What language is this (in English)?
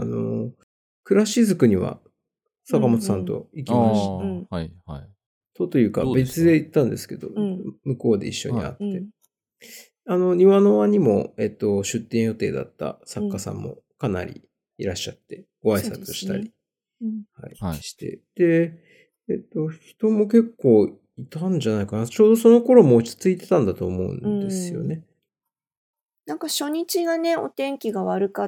Japanese